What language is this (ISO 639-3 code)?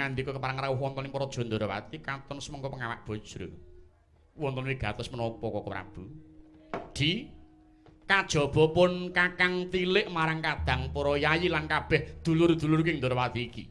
jav